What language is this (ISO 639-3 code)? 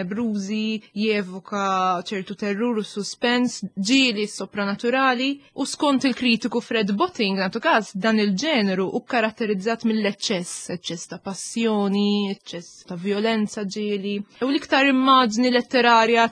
mlt